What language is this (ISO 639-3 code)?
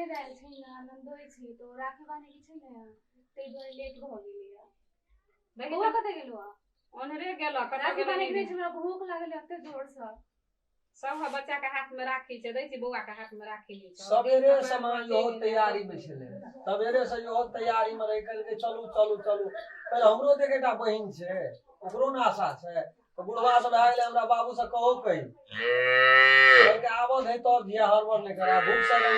mai